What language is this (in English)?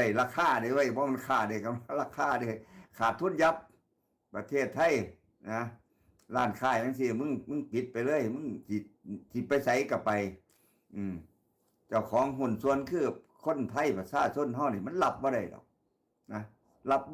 Northeastern Thai